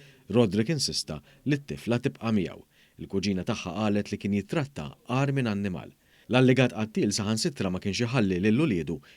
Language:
Maltese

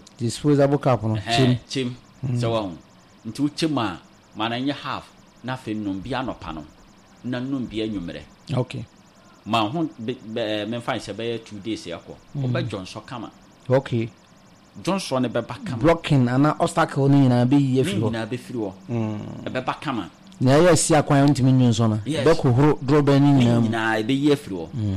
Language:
Akan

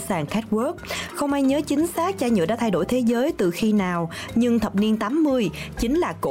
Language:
Vietnamese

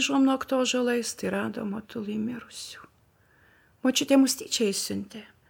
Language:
Lithuanian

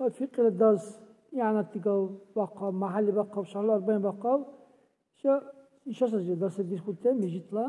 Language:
Dargwa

